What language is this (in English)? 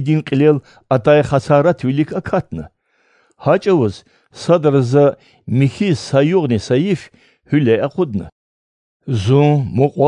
Lezghian